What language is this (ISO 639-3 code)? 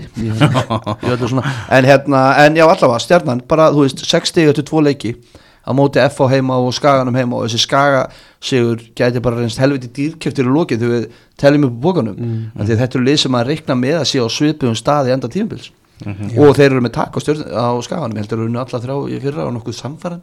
isl